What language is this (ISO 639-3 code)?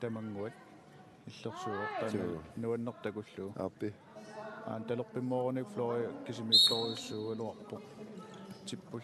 kal